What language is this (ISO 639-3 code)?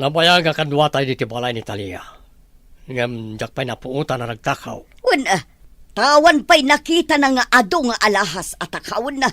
ilo